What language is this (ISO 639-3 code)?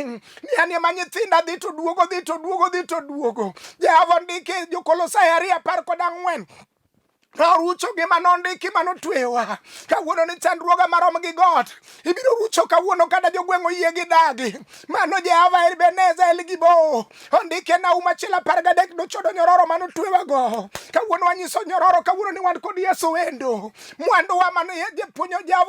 luo